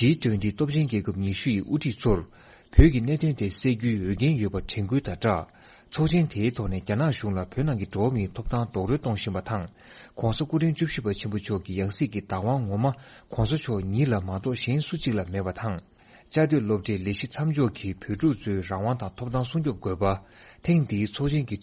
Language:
Tibetan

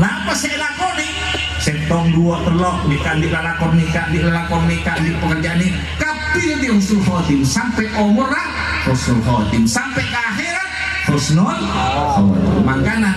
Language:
Madurese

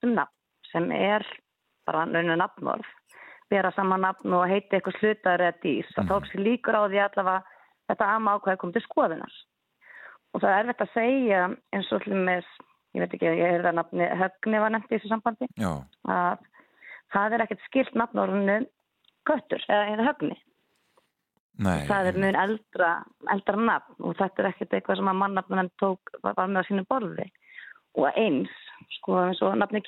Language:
Icelandic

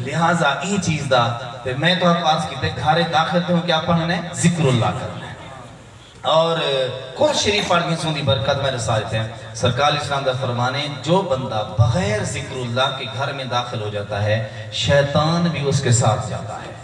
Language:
Saraiki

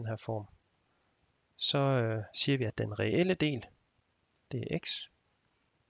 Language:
Danish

